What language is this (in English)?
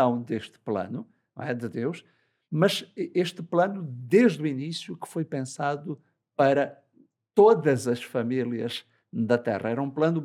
Portuguese